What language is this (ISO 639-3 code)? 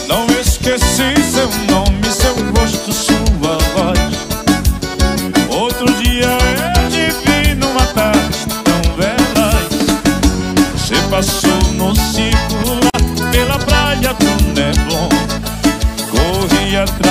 por